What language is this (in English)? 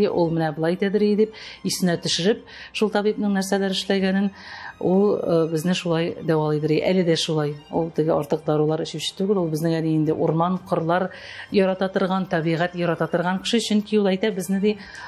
Tatar